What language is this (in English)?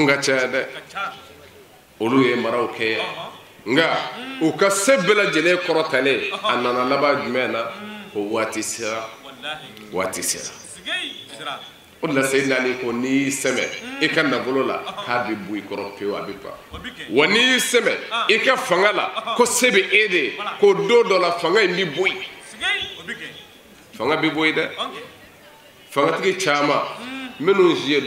Bambara